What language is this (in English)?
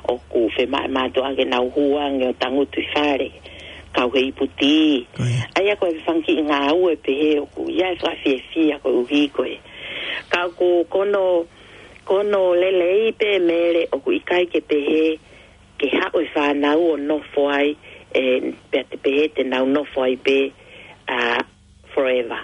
Tongan